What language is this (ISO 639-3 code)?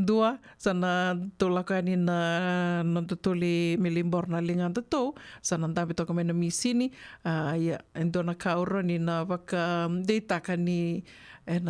fij